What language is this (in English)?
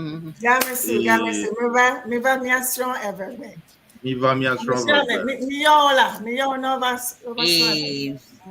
Ewe